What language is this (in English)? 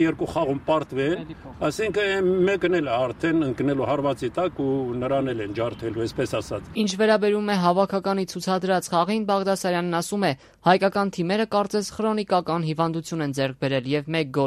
Armenian